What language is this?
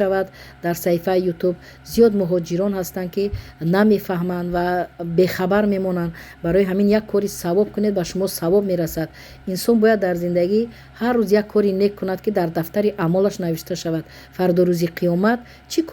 Tajik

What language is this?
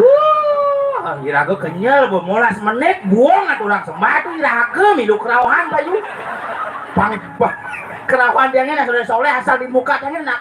Balinese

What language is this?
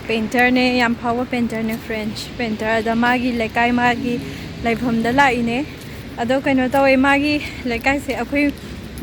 Manipuri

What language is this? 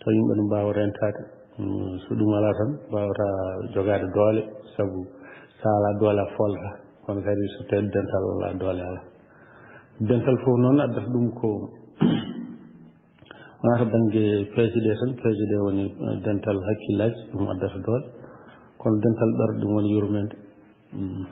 Fula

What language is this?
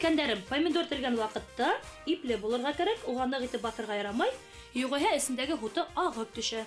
Bashkir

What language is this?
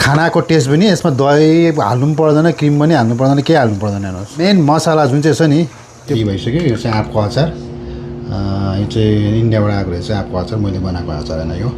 Nepali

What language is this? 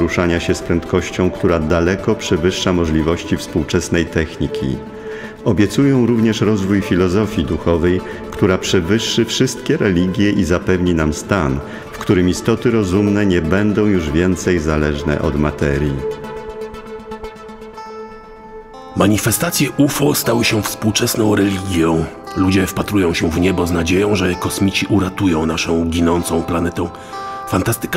Polish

